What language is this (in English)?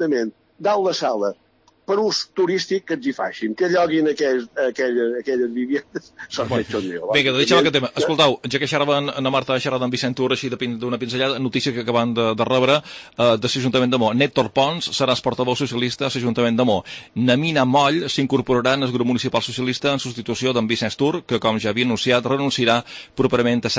Catalan